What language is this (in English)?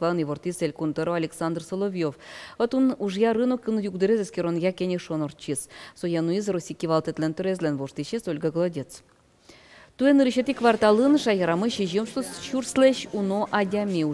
Udmurt